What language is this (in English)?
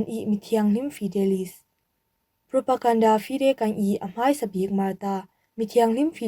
Falam Chin